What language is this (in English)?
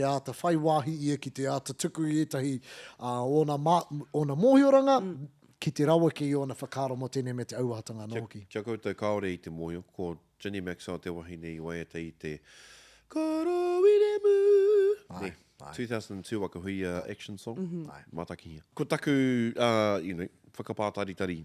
Māori